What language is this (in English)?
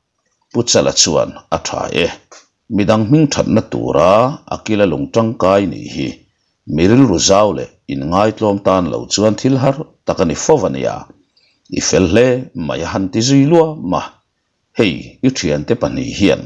Mizo